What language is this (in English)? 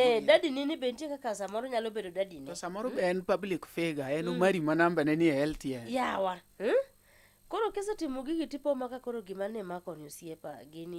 Luo (Kenya and Tanzania)